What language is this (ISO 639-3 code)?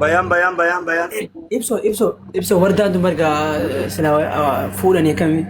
orm